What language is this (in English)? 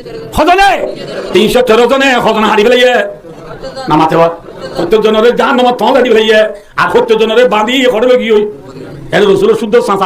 Rohingya